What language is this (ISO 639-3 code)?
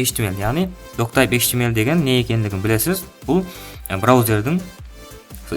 kaa